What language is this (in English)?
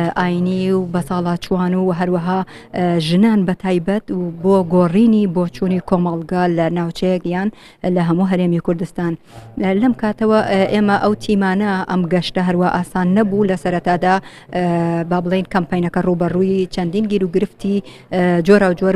Central Kurdish